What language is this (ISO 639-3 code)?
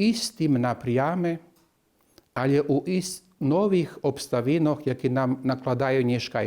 rue